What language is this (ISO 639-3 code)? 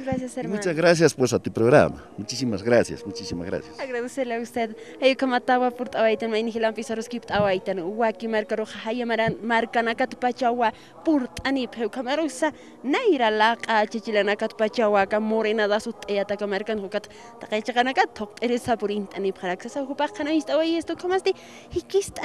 aym